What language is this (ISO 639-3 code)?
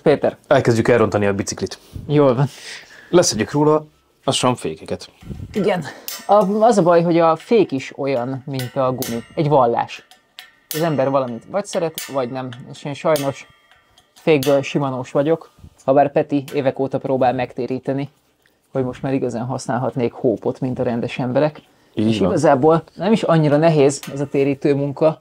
hun